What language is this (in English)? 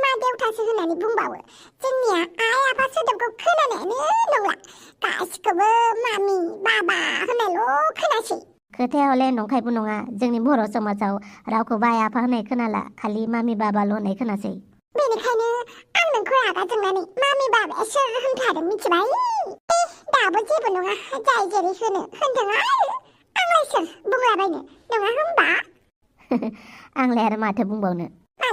Bodo